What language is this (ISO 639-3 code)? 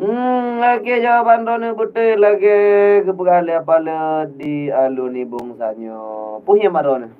ace